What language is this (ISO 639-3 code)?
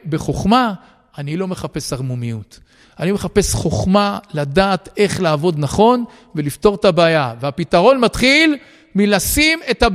heb